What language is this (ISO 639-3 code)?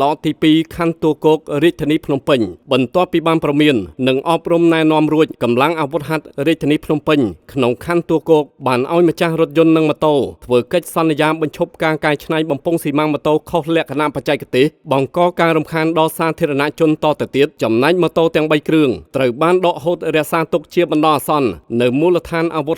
khm